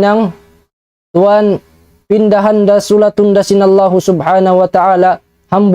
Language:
Tausug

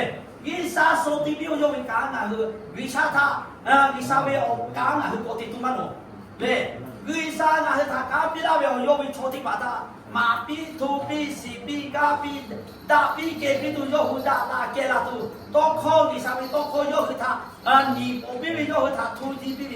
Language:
Lahu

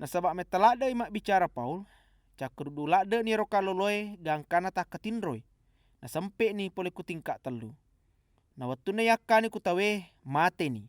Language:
Buginese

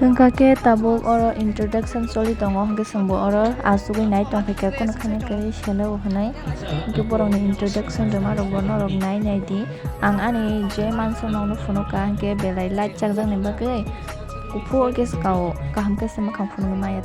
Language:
Kok Borok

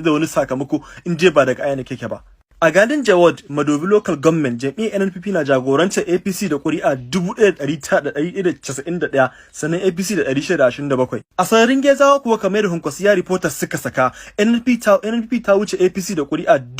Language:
Hausa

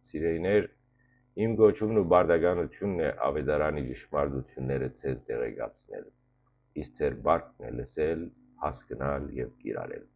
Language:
Western Armenian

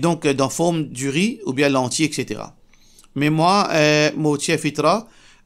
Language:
Morisyen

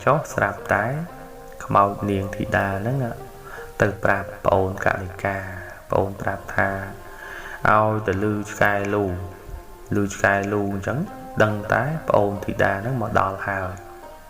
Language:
Khmer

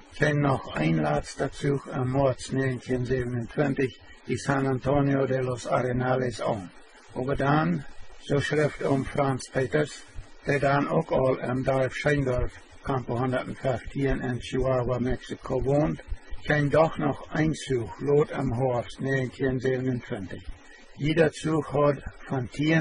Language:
Plautdietsch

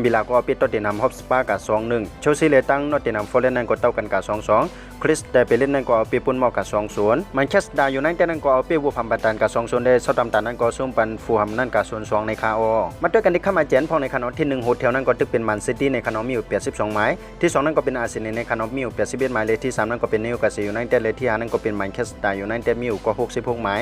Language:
Shan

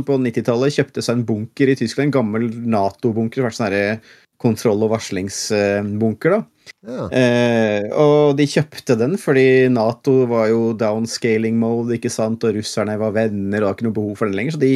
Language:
Norwegian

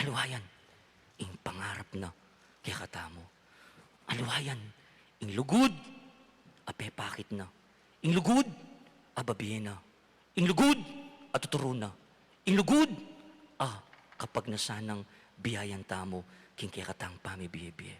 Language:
Pampanga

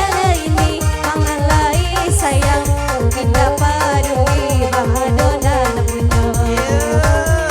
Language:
Minangkabau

